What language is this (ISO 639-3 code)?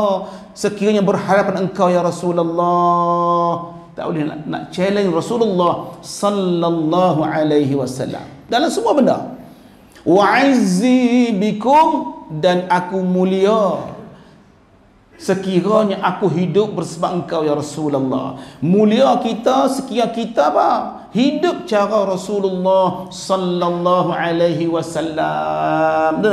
msa